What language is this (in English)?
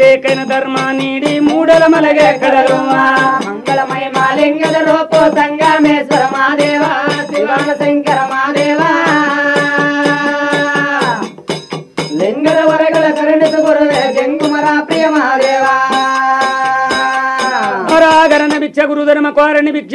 Kannada